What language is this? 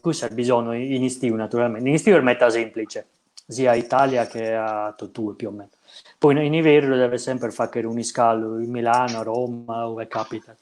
Sardinian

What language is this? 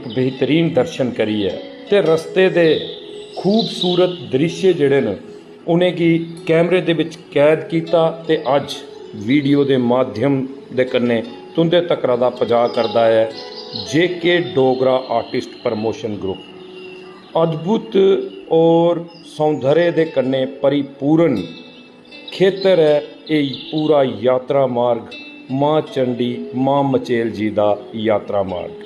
Dogri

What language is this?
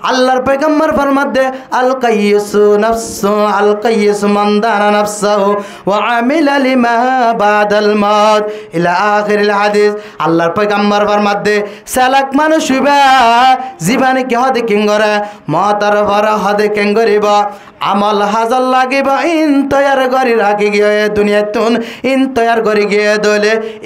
Rohingya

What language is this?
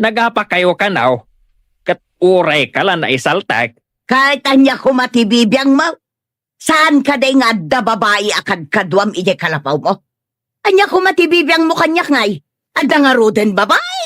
Iloko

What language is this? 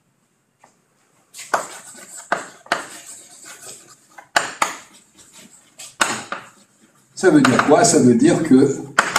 French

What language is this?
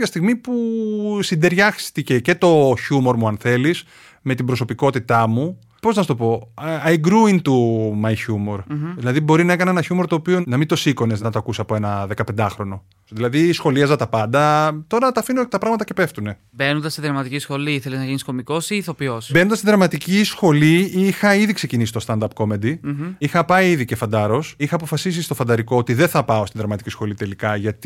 Greek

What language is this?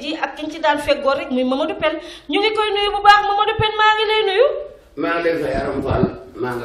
Wolof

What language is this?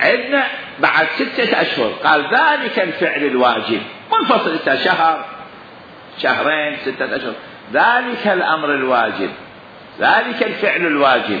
Mesopotamian Arabic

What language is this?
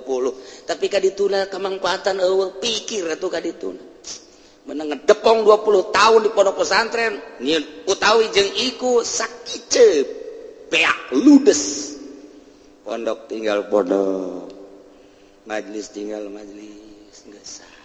Sundanese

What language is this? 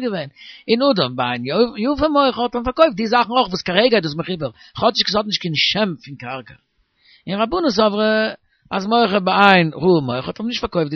Yiddish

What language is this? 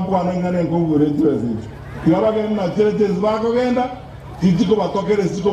Gusii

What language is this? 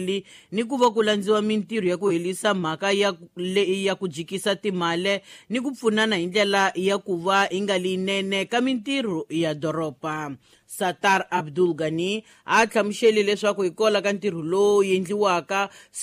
Tsonga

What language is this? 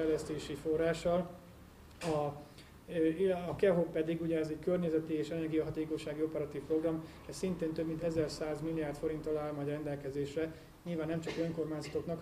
Hungarian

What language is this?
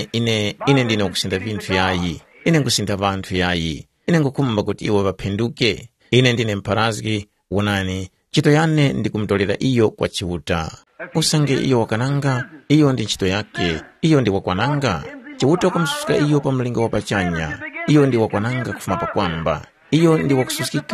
Tumbuka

